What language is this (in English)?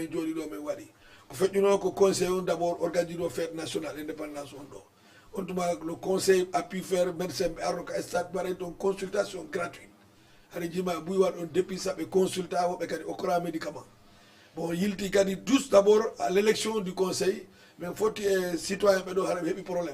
Fula